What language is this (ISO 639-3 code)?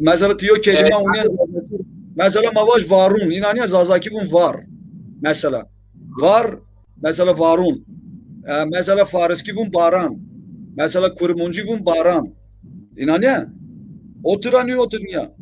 zza